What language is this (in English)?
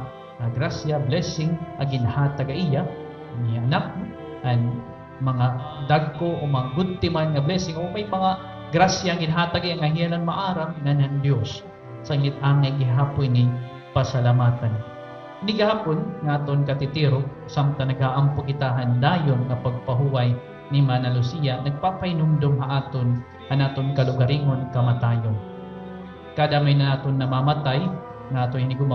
Waray